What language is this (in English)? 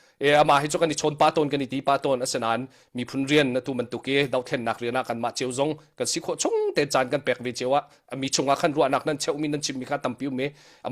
Hakha Chin